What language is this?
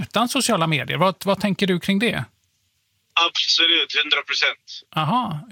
Swedish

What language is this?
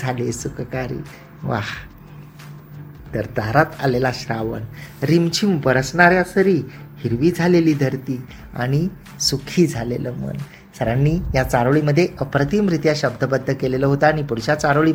Marathi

